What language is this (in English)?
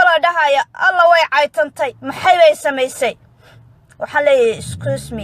Somali